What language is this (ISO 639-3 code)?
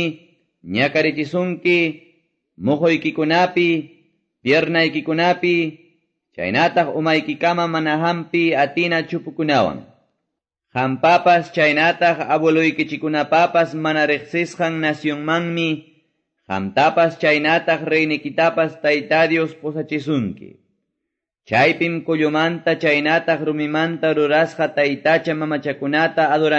que